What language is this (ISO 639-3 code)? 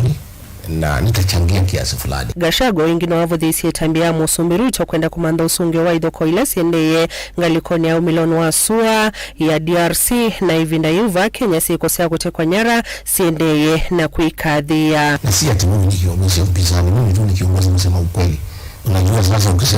kam